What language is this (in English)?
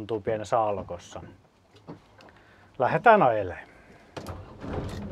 Finnish